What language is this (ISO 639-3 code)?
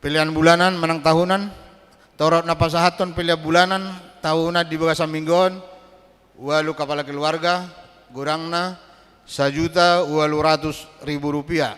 bbc